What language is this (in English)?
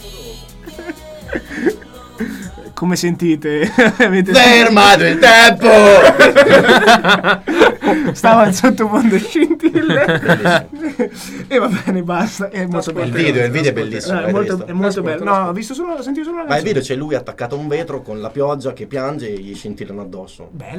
Italian